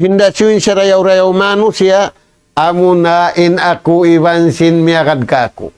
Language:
Tausug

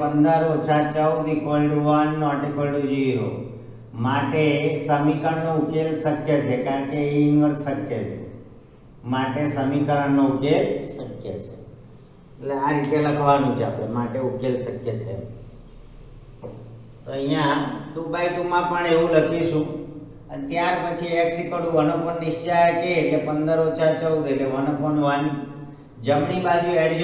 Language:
Gujarati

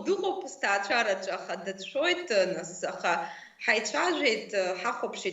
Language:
Abkhazian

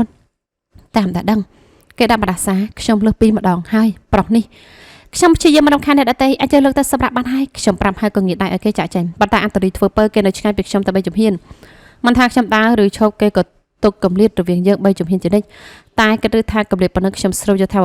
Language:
Khmer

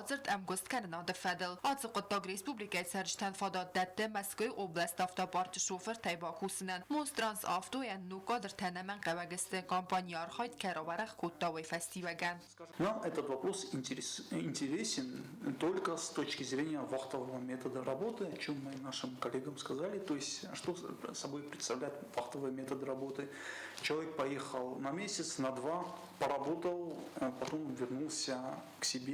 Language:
Ossetic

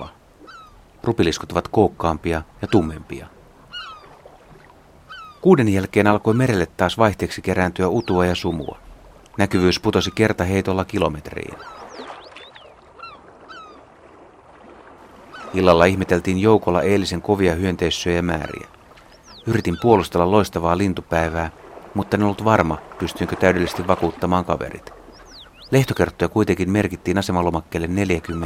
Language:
Finnish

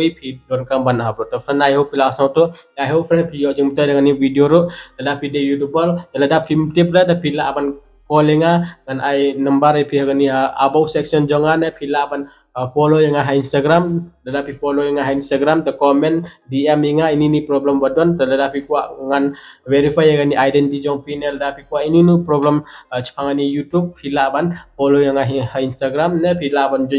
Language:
Khasi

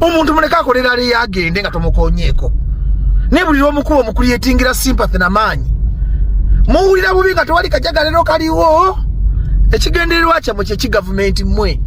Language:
Ganda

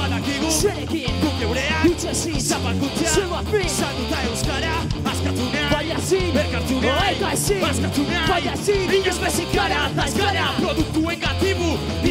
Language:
Basque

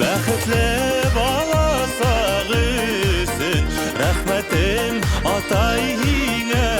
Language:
Bashkir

